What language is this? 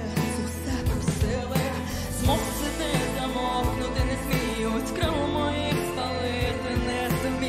Ukrainian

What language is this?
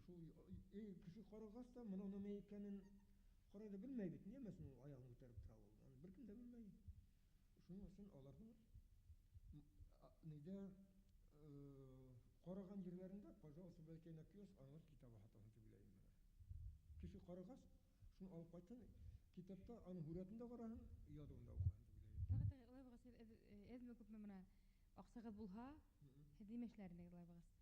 Bashkir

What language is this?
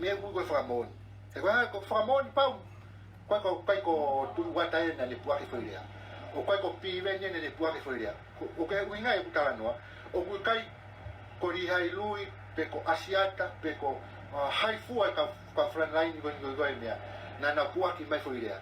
Tongan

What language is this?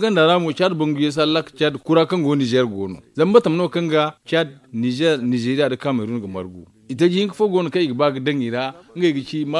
Zarma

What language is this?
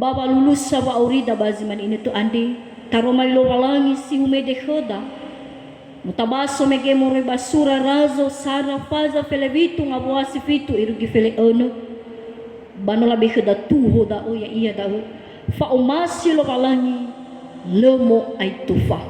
Nias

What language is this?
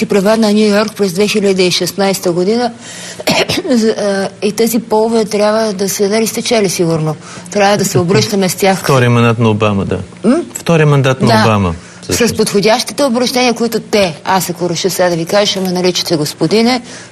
Bulgarian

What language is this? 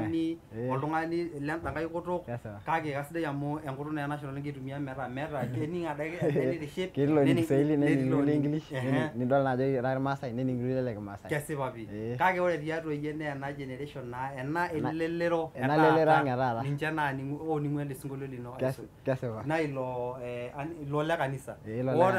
Masai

